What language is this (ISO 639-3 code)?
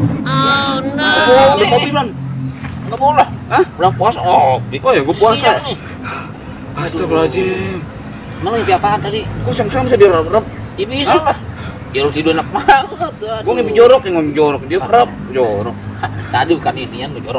bew